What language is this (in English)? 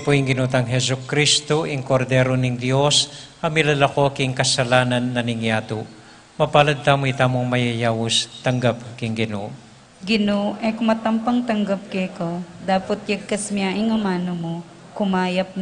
Pampanga